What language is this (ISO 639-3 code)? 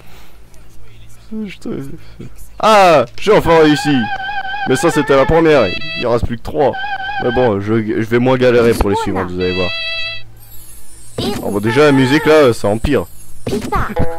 fra